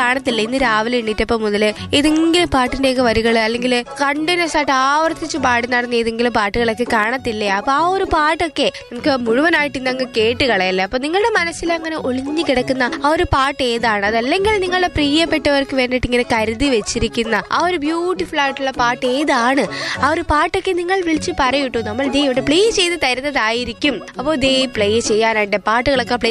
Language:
Malayalam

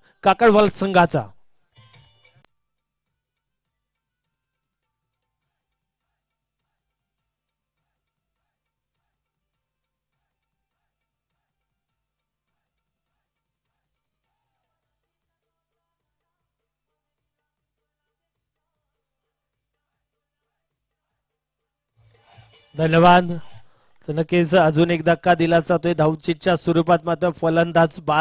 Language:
Marathi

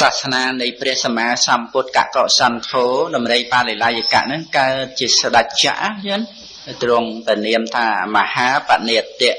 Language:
Khmer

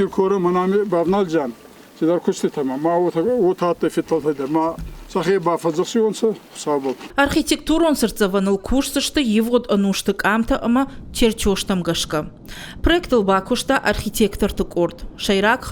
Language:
Ossetic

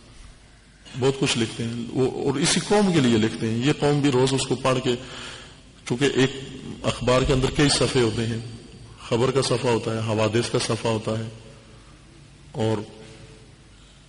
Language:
Urdu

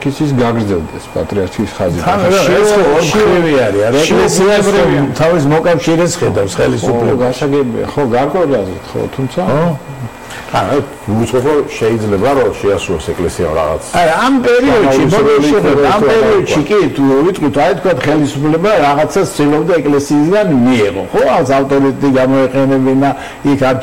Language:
Georgian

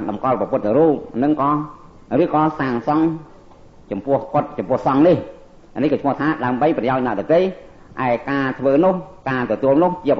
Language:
Khmer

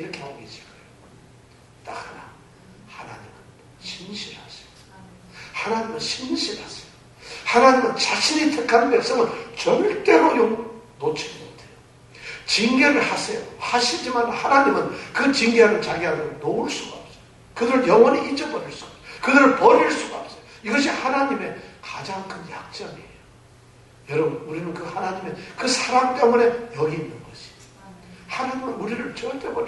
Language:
Korean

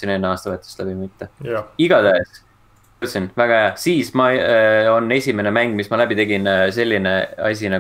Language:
Estonian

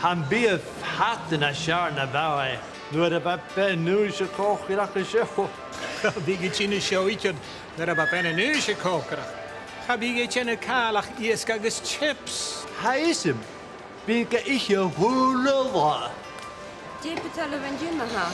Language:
Scottish Gaelic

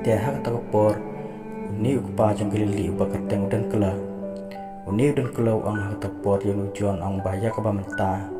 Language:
Khasi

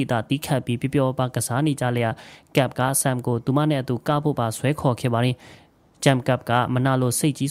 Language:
Burmese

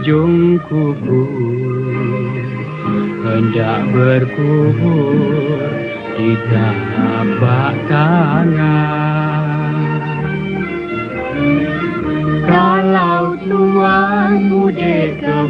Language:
Malay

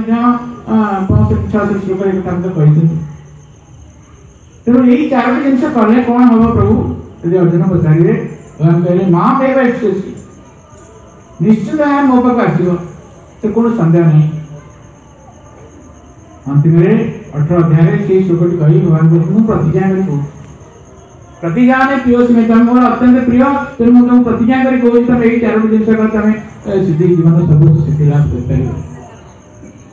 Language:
Odia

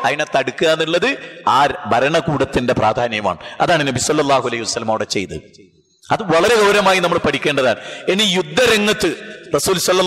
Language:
Malayalam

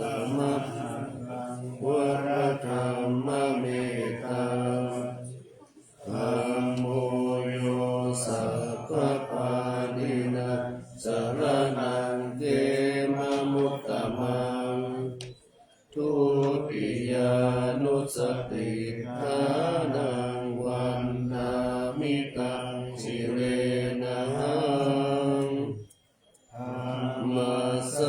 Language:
Pali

